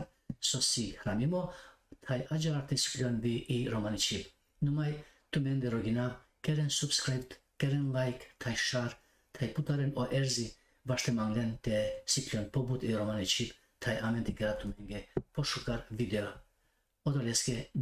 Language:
Balkan Romani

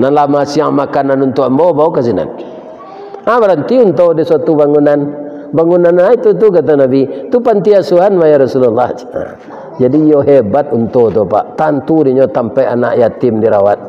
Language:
Minangkabau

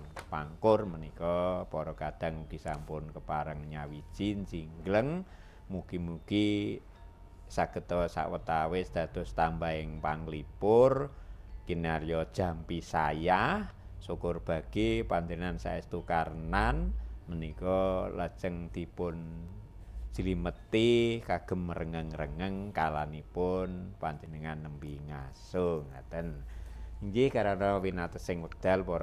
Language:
Javanese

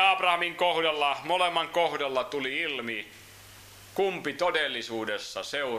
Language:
Finnish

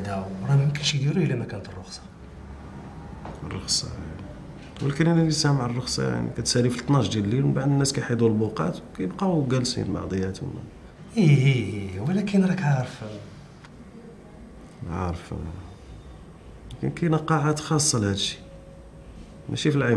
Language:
Moroccan Arabic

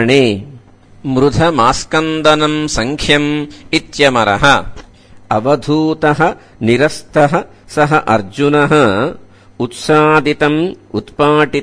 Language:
Sanskrit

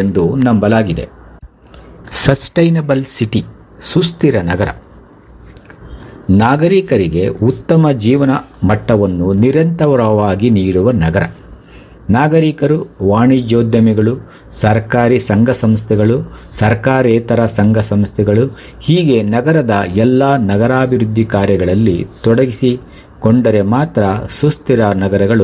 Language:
Kannada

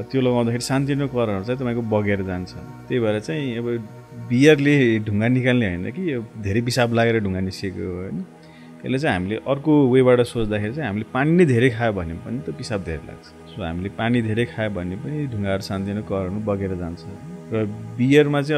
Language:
Nepali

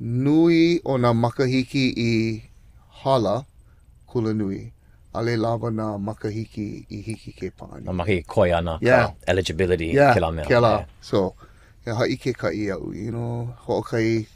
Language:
Hawaiian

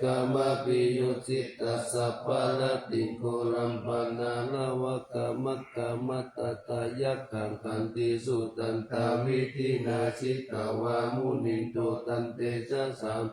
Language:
Pali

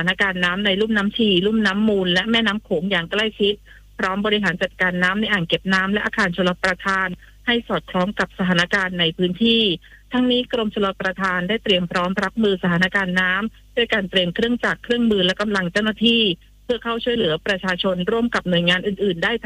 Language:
Thai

